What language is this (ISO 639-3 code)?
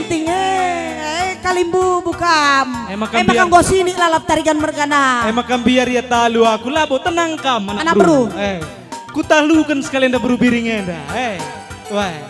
btx